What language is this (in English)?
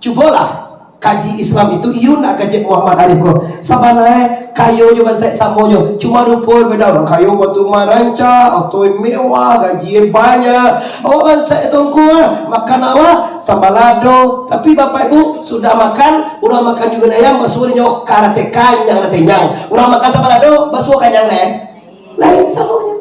Minangkabau